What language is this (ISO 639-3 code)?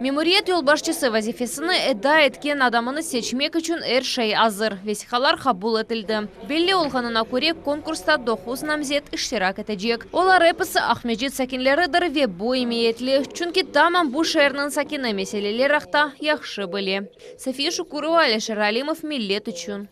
crh